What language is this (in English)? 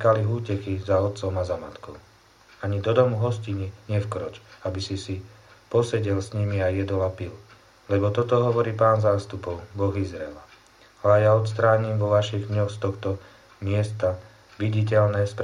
Slovak